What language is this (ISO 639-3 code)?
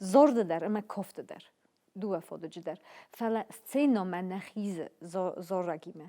oss